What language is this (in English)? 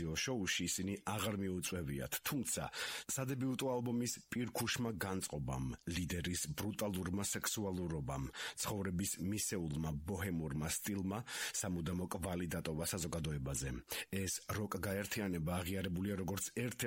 Georgian